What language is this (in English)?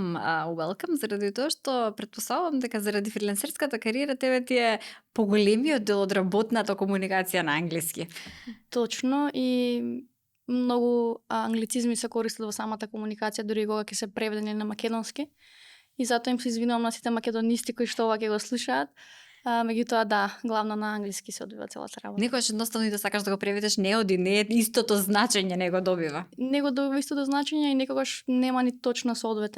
Macedonian